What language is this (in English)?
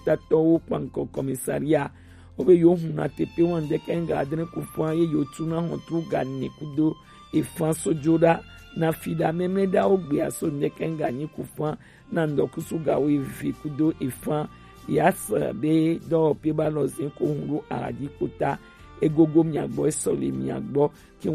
Gen